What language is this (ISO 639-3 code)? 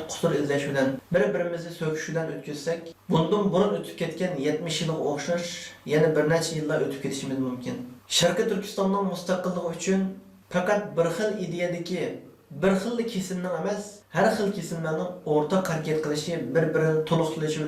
uig